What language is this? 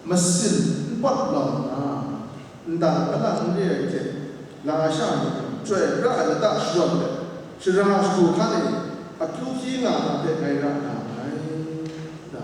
Kachin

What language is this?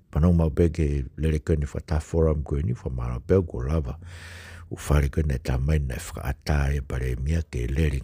Tongan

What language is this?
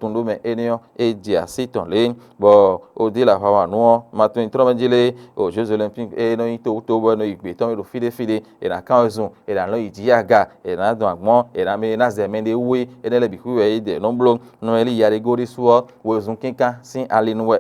Fon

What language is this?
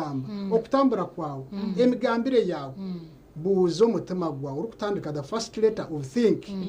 Nyankole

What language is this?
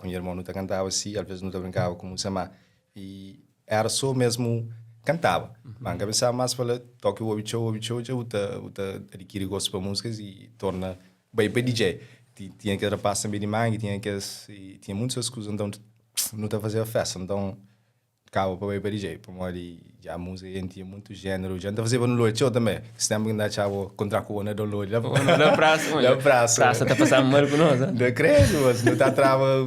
Kabuverdianu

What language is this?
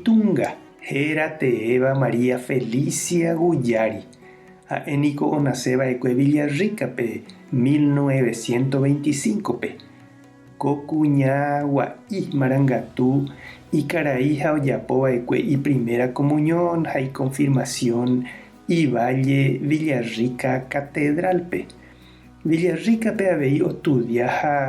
Guarani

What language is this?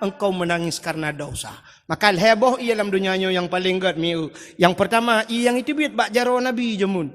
Achinese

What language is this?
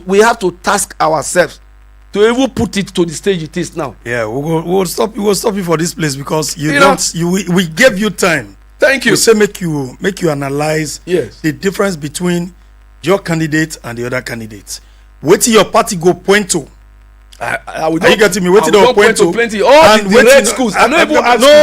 Nigerian Pidgin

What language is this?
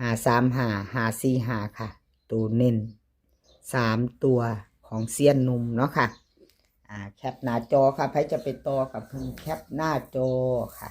Lao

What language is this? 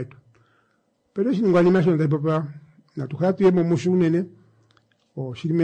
Kuanyama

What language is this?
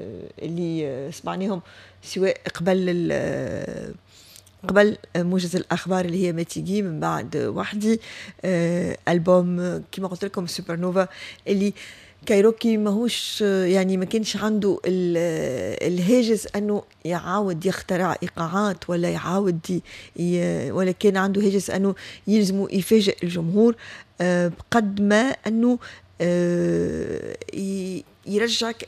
Tunisian Arabic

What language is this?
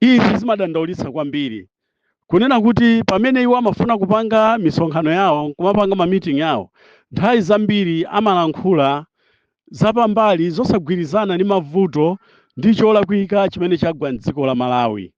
Nyanja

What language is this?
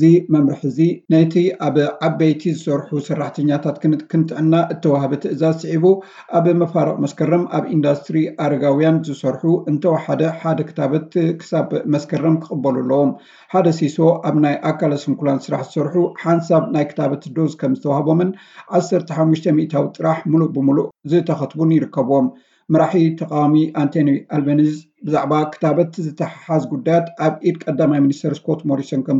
Tigrinya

